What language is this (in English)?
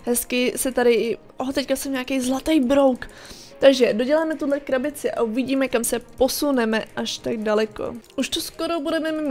Czech